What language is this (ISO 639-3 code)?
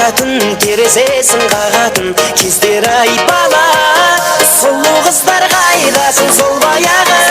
kaa